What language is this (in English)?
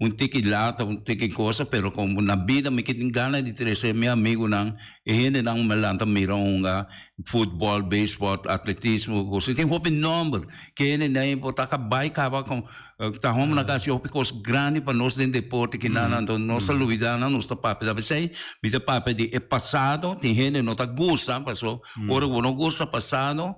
Papiamento